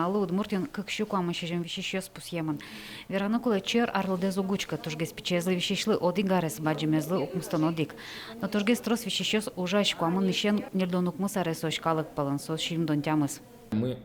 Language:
Udmurt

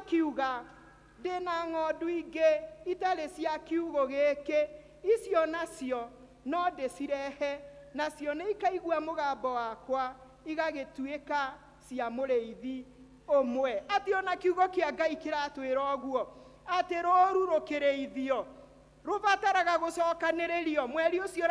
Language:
Kikuyu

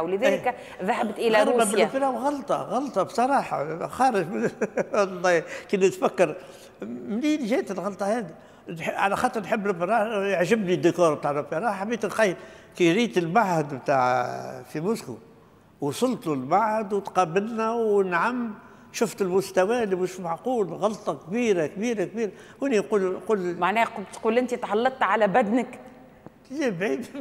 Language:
Tunisian Arabic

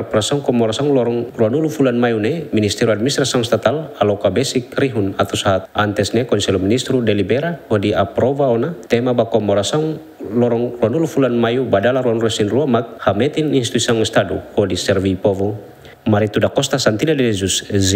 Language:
Tetum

